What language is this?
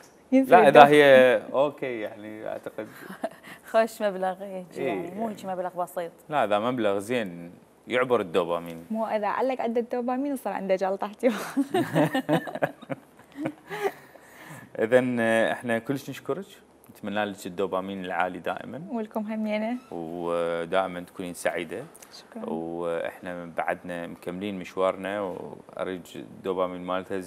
Mesopotamian Arabic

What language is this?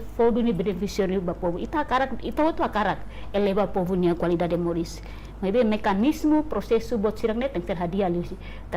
Tetum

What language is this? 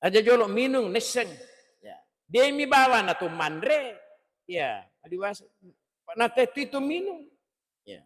Buginese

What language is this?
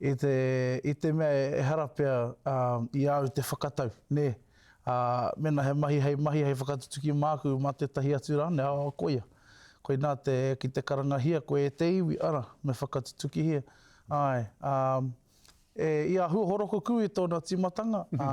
Māori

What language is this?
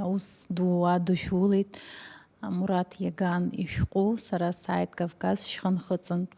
Abkhazian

